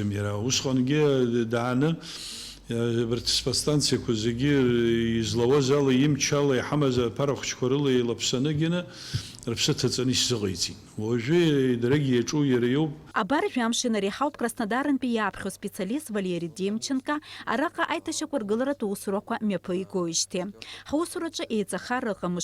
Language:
Abkhazian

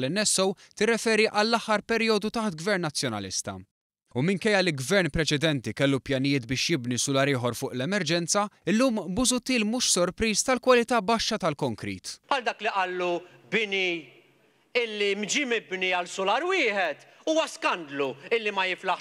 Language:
Maltese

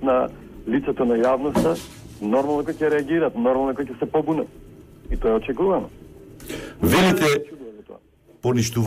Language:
Macedonian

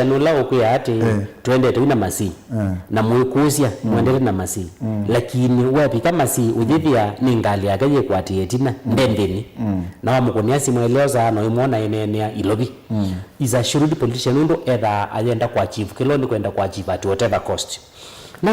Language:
Kamba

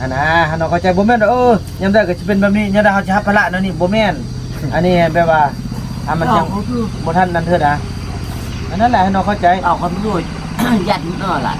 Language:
Northeastern Thai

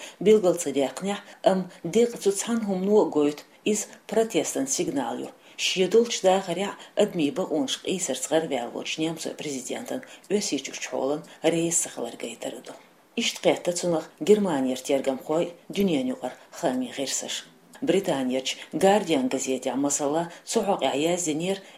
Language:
Chechen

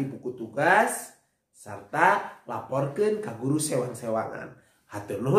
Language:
Sundanese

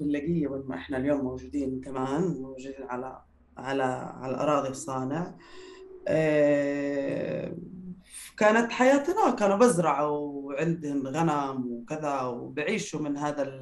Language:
North Levantine Arabic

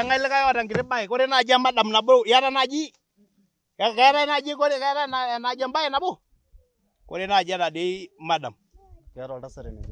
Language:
Masai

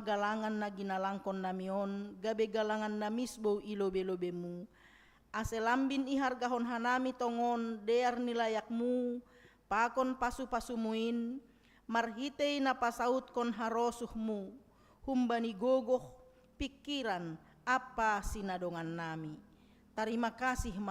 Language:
Batak Simalungun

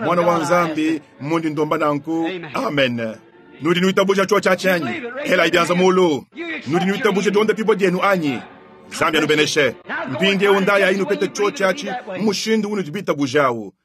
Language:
Luba-Lulua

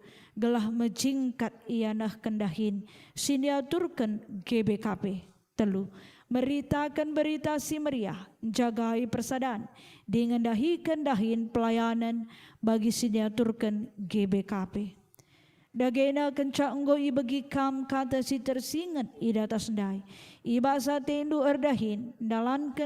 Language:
Batak Karo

